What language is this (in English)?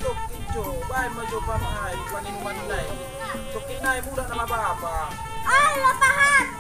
Batak Toba